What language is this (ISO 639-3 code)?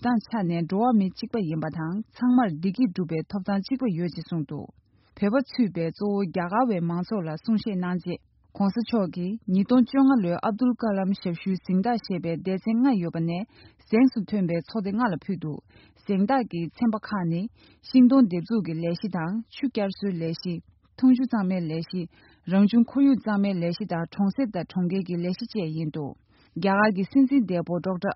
bod